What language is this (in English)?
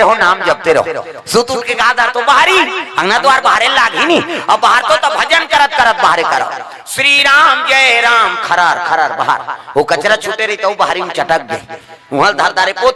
Chhattisgarhi